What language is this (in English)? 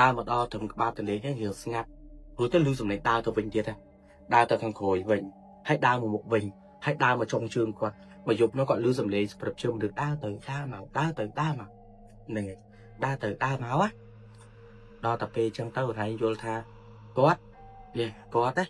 Khmer